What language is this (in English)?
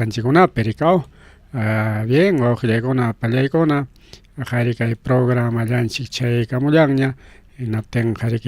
Ayacucho Quechua